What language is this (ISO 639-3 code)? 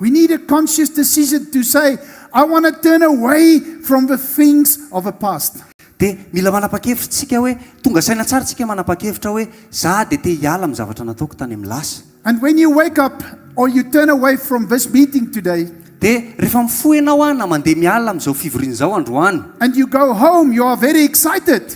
mlg